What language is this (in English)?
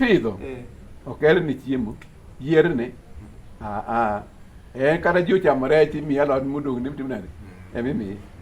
Luo (Kenya and Tanzania)